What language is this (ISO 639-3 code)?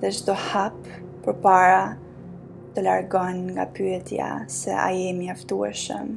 sqi